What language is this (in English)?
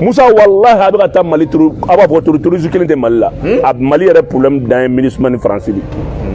Bambara